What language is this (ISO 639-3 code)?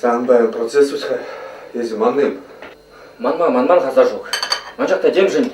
chv